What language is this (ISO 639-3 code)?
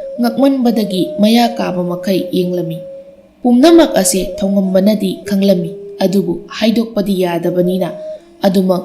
mni